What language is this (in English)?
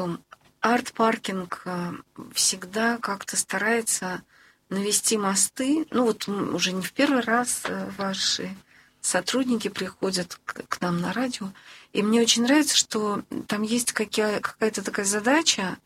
Russian